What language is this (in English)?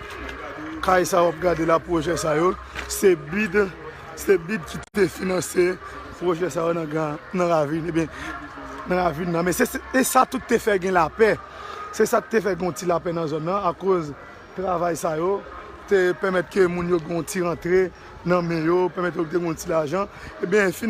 Haitian Creole